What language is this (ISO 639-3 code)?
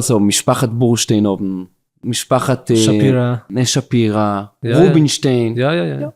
yid